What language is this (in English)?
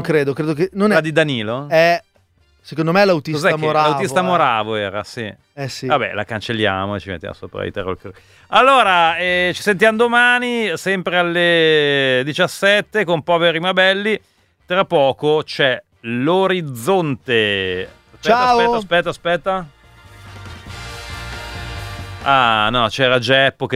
Italian